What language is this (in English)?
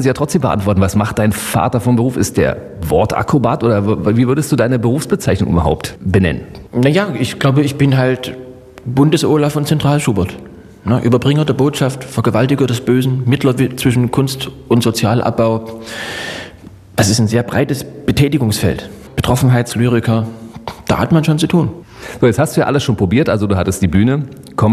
German